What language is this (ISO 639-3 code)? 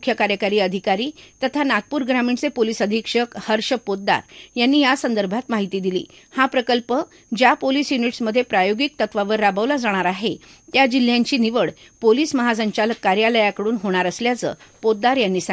mar